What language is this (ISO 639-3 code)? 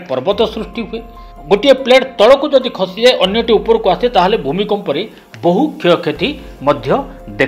ori